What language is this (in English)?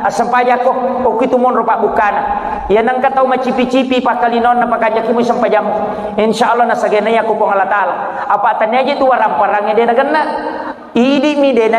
Buginese